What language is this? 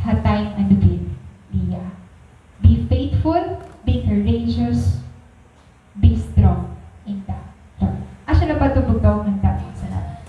Waray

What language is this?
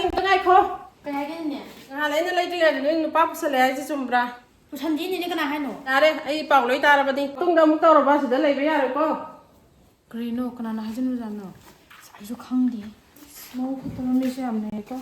Manipuri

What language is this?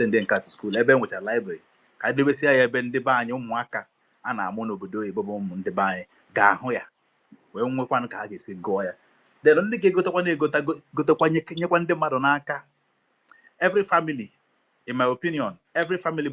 Igbo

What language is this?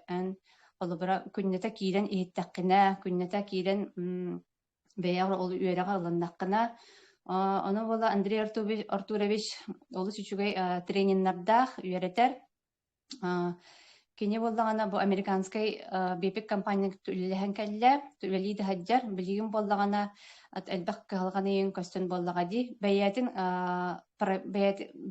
Yakut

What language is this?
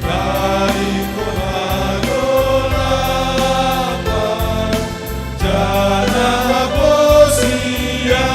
Batak Simalungun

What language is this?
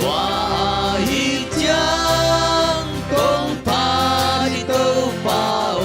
Tedim Chin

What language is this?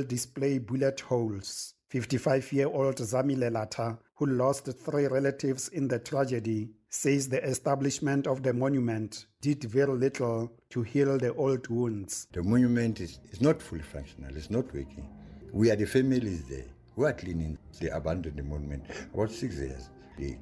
English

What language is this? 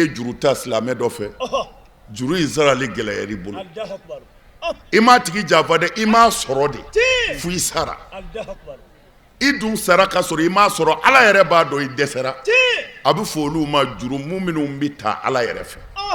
Bambara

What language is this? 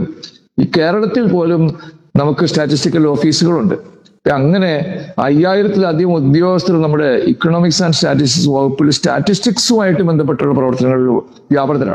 Malayalam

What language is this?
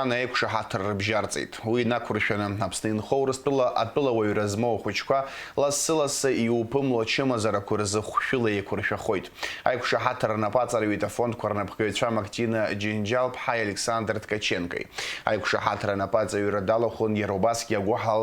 Abkhazian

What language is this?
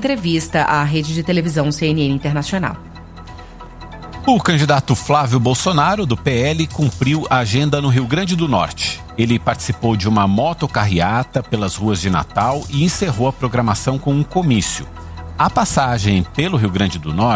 Portuguese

